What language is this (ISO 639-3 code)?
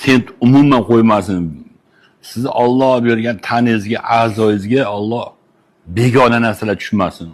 uzb